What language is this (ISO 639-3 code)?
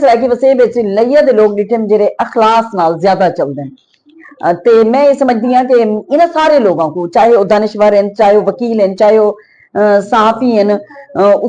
skr